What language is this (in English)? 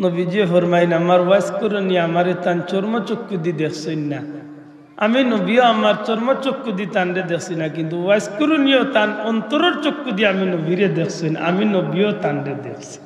Sylheti